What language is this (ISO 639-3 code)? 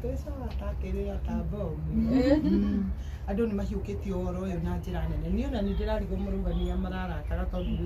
kik